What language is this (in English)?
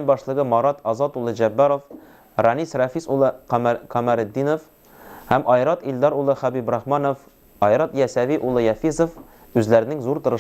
Tatar